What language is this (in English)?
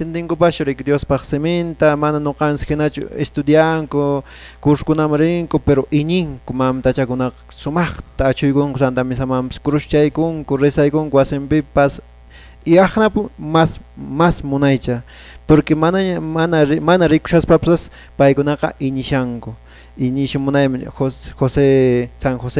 Quechua